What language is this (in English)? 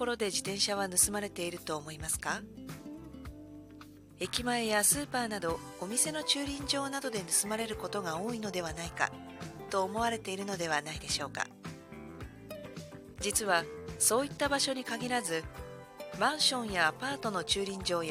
Japanese